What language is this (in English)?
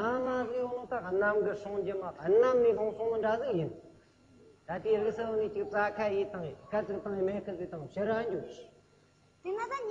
Amdo Tibetan